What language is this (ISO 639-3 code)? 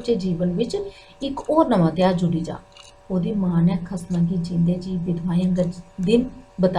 doi